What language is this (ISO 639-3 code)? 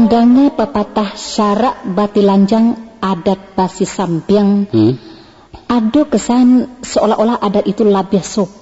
min